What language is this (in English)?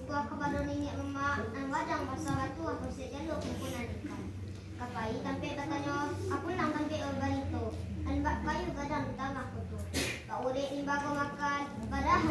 Minangkabau